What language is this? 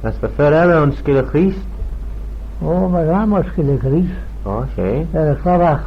Manx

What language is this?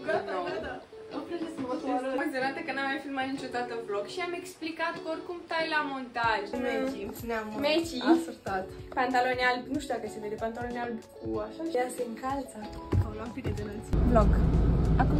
Romanian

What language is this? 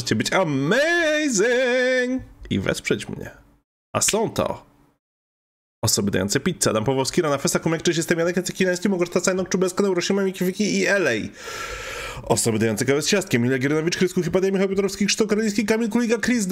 Polish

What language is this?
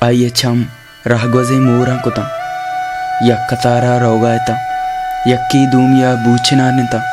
Baluchi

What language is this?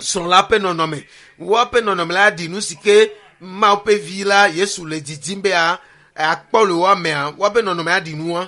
Ewe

